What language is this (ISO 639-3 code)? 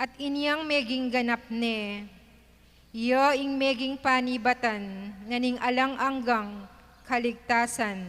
pam